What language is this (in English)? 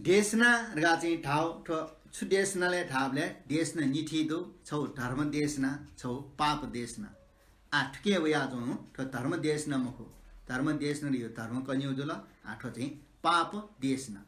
Newari